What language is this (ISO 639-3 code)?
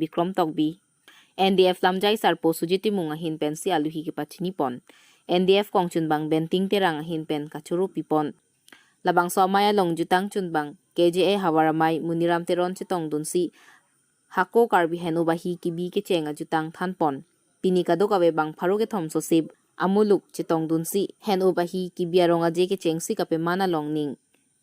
mjw